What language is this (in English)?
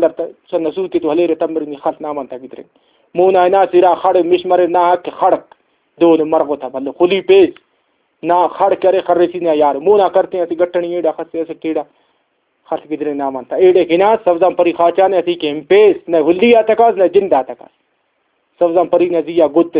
Brahui